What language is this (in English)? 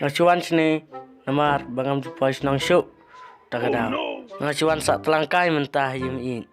Khasi